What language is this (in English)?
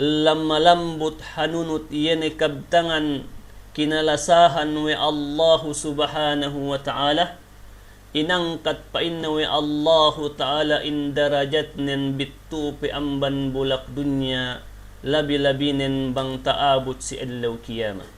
Yakan